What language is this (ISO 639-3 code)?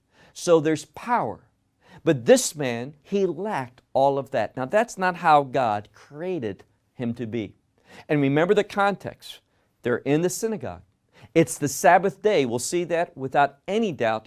eng